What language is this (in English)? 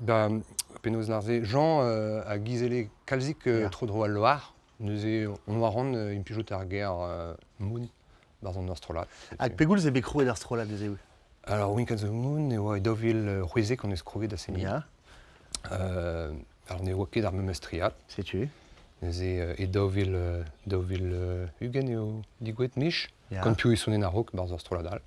Breton